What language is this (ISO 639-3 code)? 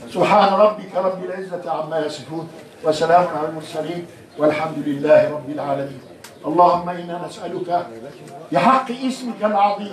ara